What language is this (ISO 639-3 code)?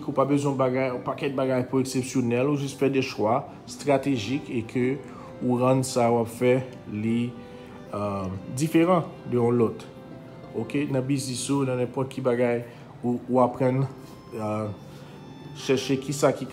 hat